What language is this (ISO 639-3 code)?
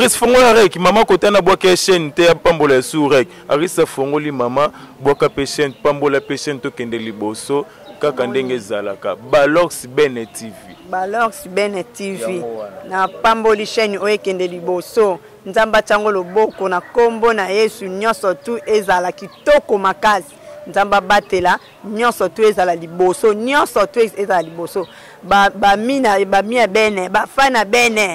lin